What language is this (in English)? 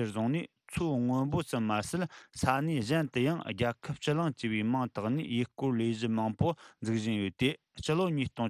Tibetan